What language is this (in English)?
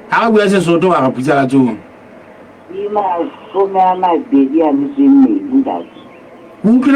Southern Sotho